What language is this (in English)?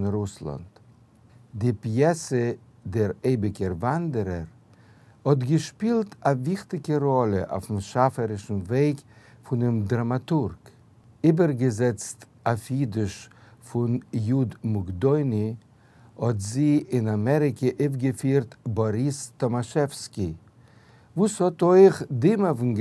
Yiddish